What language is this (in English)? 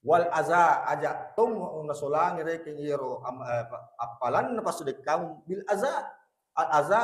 Buginese